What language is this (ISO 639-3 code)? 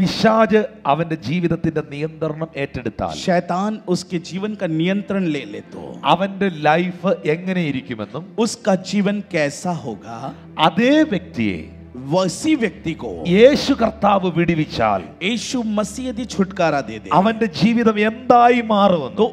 mal